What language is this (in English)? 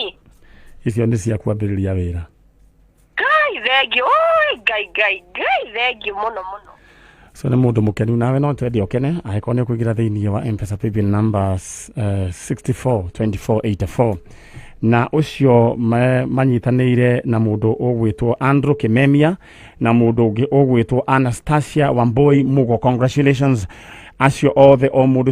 Kikuyu